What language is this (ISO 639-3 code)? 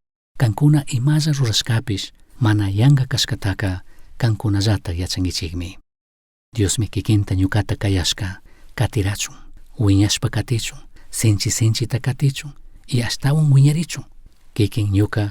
qug